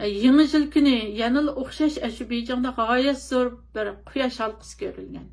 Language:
Uyghur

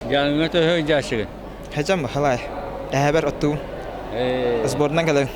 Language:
Yakut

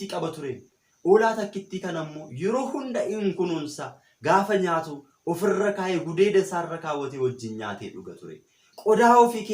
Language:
Oromo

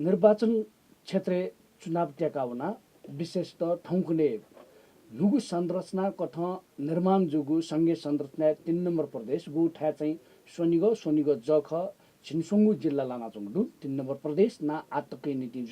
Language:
Newari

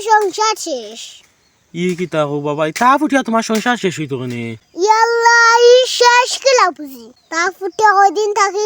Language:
Sylheti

